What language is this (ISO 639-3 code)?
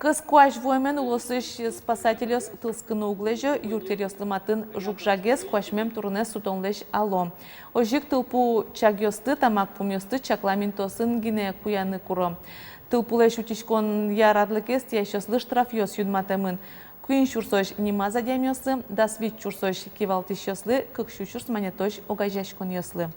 udm